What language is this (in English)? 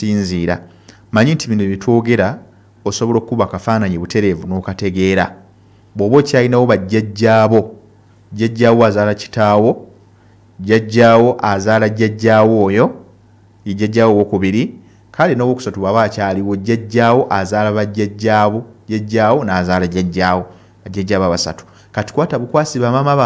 Ganda